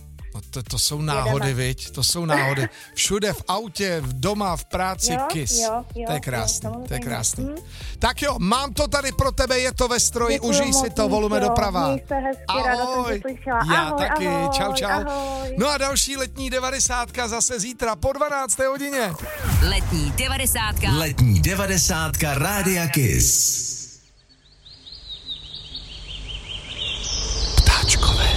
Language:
Czech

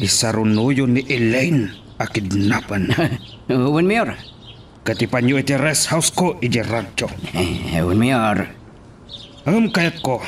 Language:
Iloko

